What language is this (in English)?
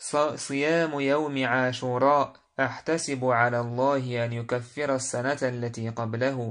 Chechen